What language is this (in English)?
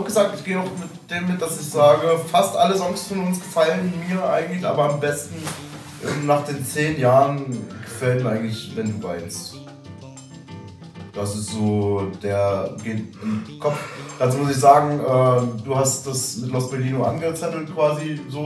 German